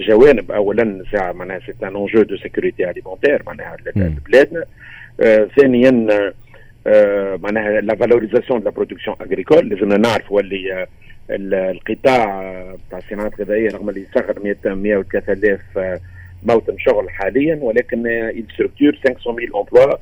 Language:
Tunisian Arabic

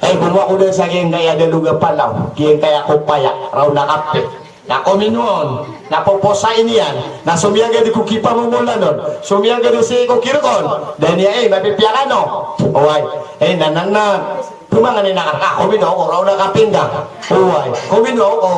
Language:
Maranao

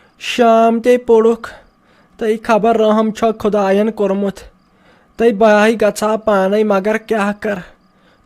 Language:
Kashmiri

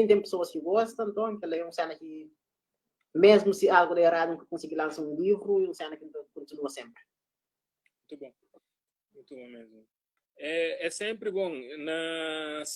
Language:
Kabuverdianu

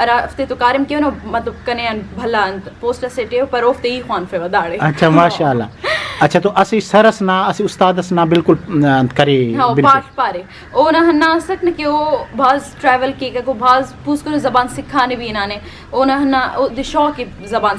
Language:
Brahui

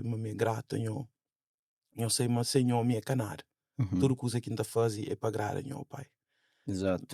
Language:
Kabuverdianu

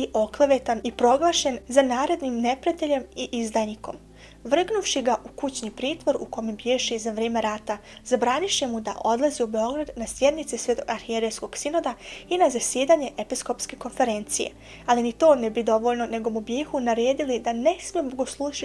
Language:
Bosnian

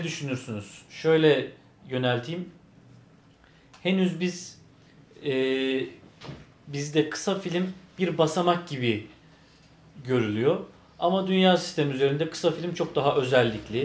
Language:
Turkish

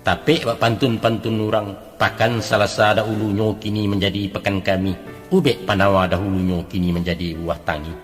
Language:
Minangkabau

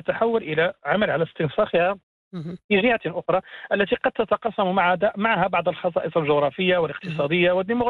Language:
Arabic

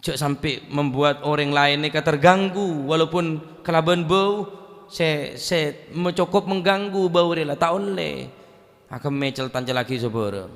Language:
Madurese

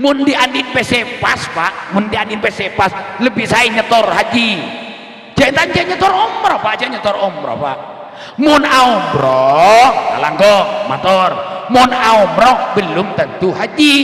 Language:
Madurese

